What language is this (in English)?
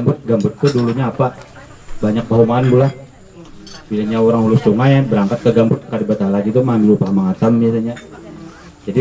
Banjar